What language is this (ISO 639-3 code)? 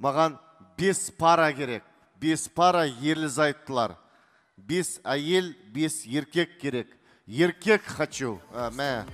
kaz